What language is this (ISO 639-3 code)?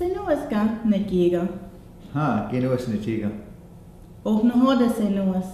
moh